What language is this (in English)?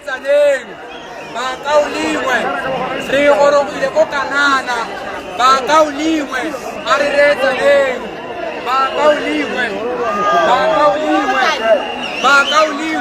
Tswana